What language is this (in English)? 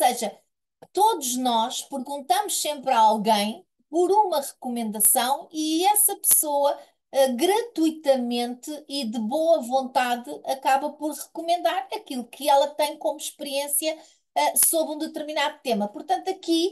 Portuguese